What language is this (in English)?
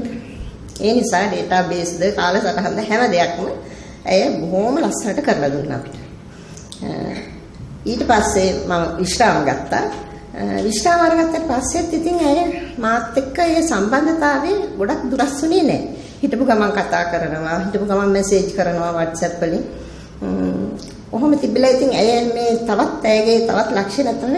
Sinhala